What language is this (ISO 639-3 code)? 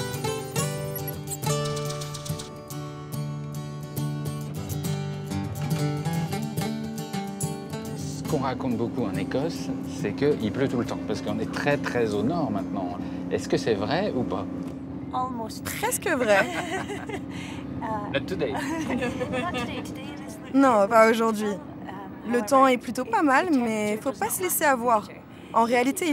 fra